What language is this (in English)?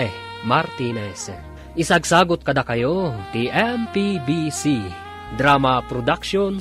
Iloko